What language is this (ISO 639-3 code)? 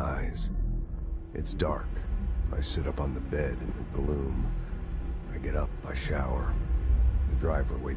eng